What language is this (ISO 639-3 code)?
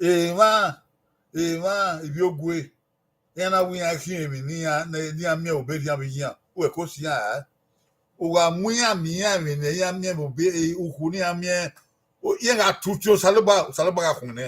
bin